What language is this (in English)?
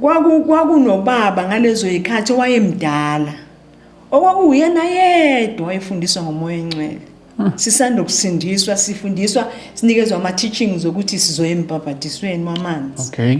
Zulu